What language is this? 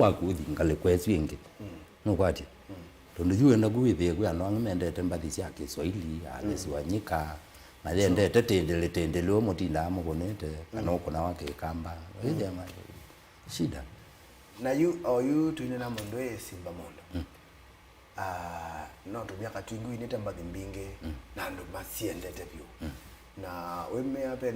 Kamba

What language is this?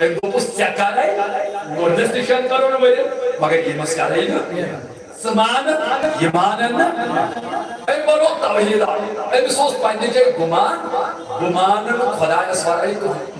Kashmiri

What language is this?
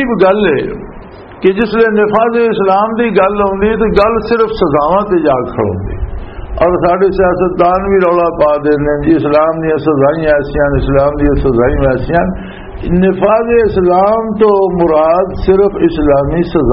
Western Panjabi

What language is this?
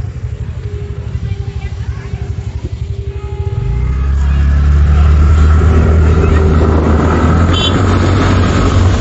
Spanish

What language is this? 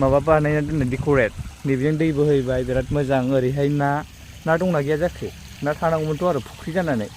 Bodo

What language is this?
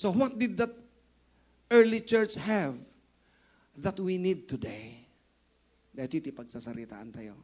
Iloko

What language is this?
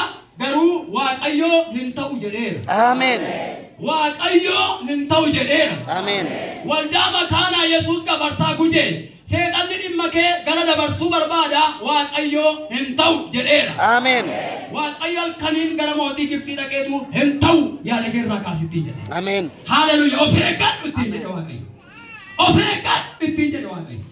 Oromo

